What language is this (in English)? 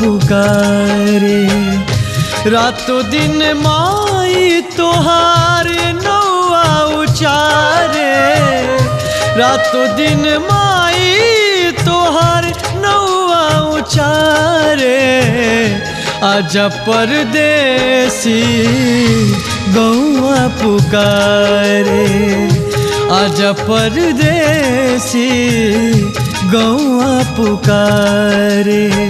Bhojpuri